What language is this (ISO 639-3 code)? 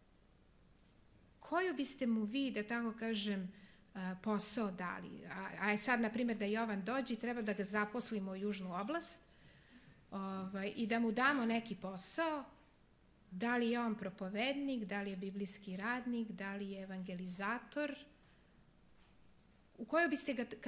srp